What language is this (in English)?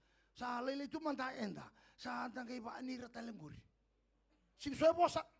Fijian